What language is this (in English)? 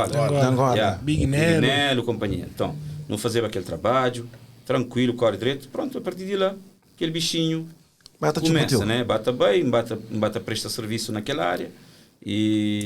Kabuverdianu